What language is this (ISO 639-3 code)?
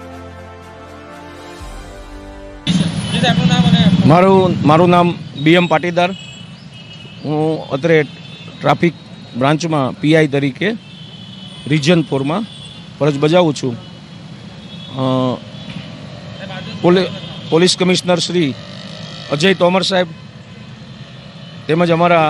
guj